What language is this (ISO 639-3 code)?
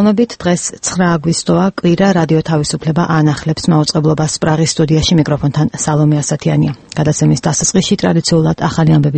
kat